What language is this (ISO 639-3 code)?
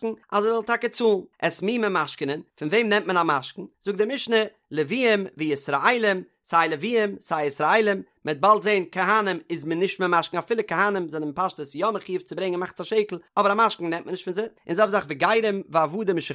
yid